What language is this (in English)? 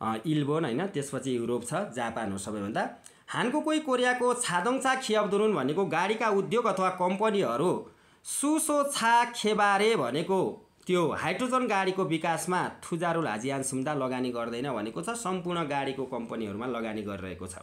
Nepali